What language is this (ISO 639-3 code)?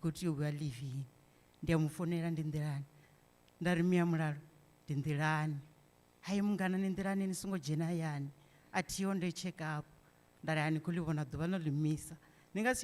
ven